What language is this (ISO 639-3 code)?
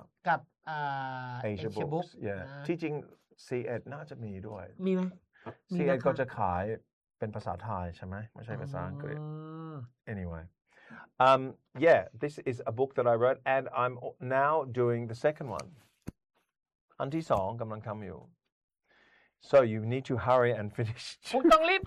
tha